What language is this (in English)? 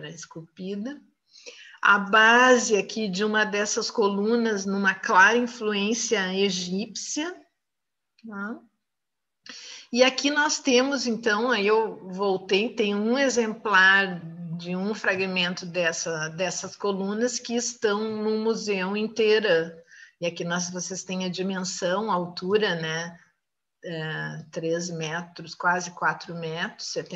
Portuguese